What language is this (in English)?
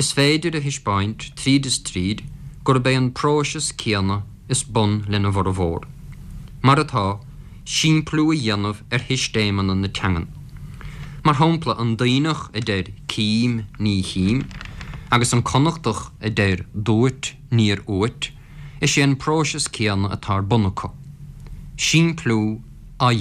Irish